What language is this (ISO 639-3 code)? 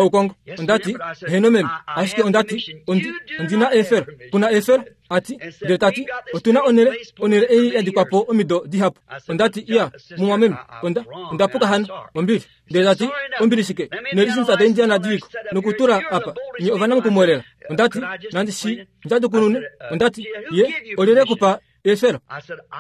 kua